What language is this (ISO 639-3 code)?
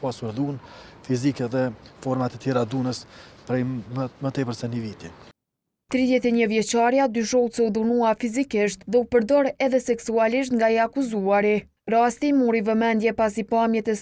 sqi